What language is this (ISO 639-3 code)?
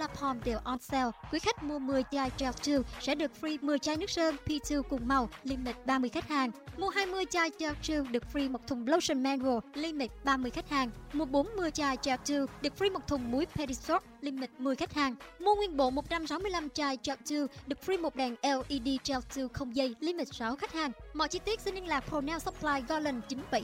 vie